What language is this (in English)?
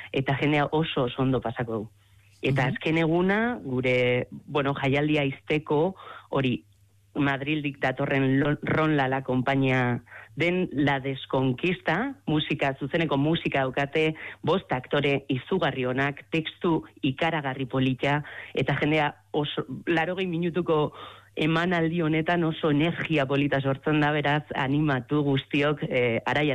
Basque